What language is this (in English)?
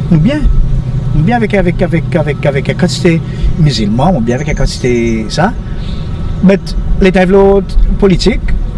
Seselwa Creole French